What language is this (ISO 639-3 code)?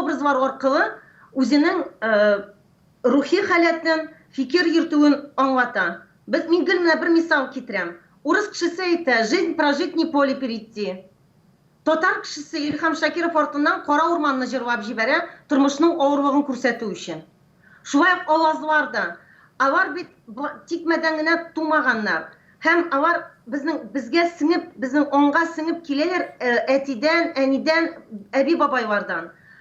tat